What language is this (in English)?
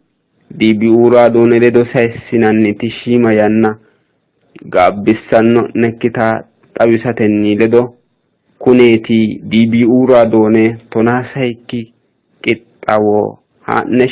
Sidamo